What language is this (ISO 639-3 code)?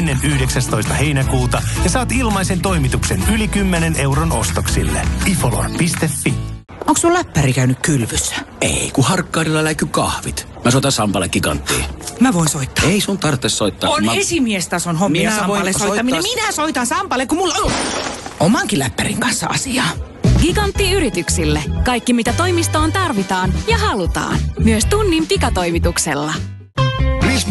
fin